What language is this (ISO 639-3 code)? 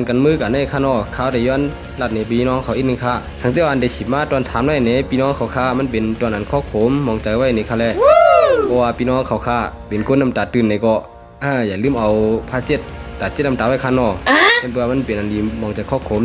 shn